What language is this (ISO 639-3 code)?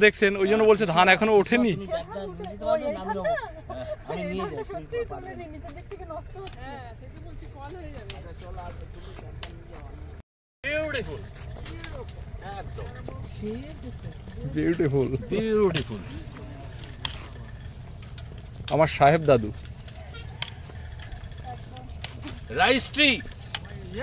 ben